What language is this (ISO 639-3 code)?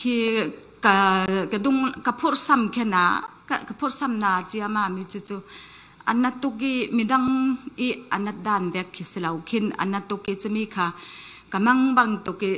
cfm